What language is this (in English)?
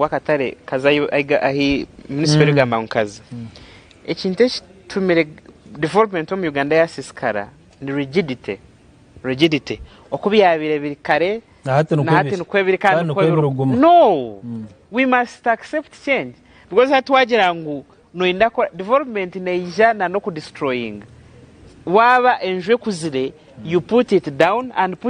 Nyankole